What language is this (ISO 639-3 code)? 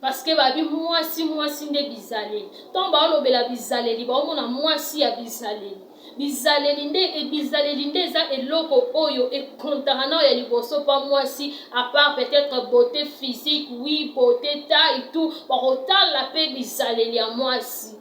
lin